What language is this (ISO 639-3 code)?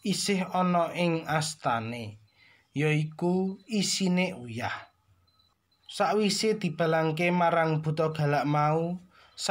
jav